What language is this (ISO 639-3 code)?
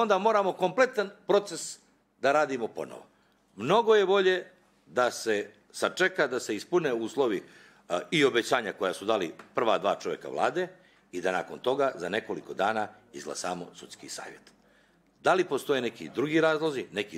bos